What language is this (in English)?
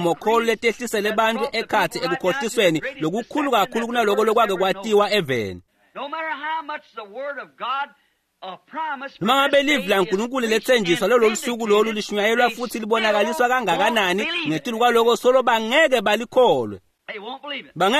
Swati